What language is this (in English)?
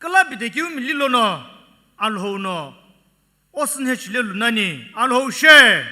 Sumi Naga